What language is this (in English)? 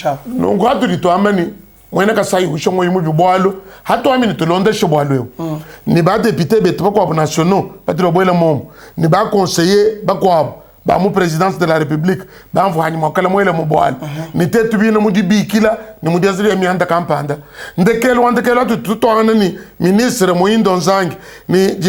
Luba-Lulua